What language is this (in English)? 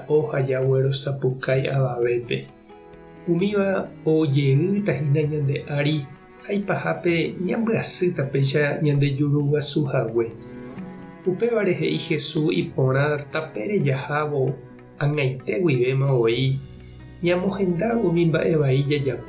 Guarani